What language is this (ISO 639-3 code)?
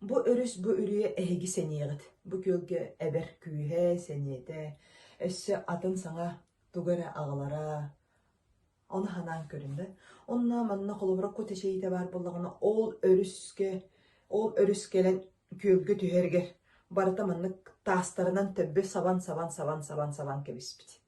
sah